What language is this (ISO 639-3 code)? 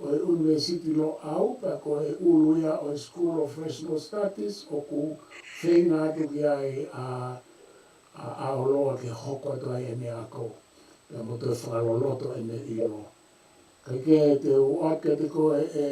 ton